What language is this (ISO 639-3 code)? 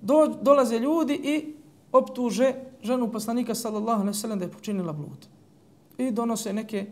bos